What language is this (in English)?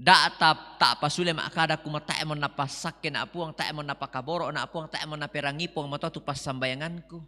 Toraja-Sa'dan